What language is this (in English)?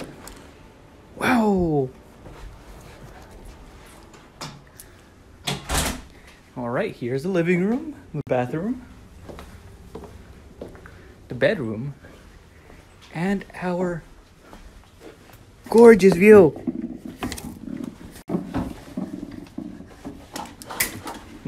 English